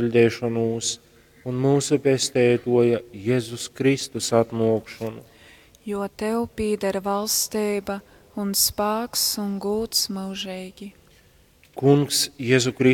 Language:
Latgalian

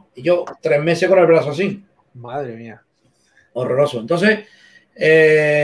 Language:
Spanish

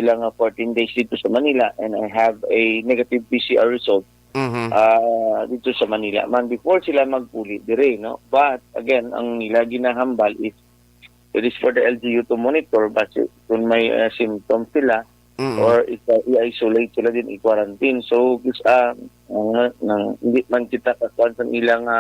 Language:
Hiligaynon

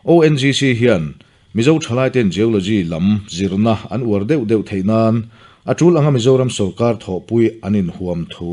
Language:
Mizo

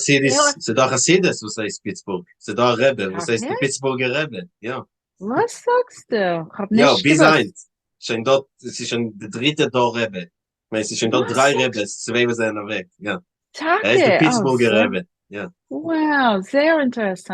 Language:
Yiddish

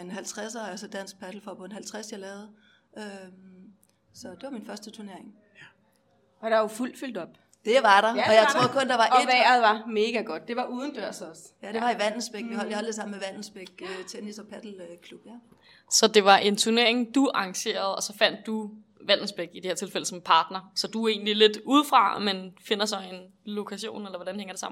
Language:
Danish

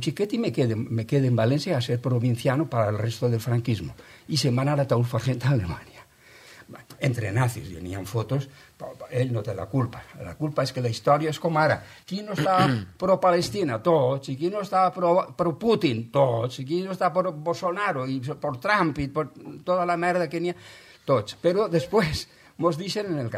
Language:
Catalan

